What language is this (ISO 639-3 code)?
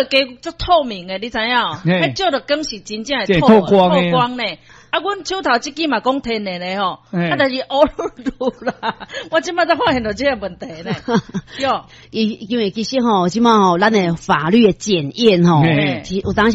nan